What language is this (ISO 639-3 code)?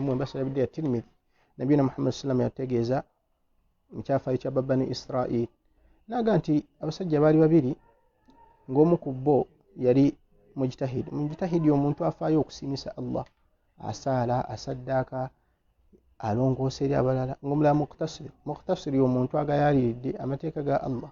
lug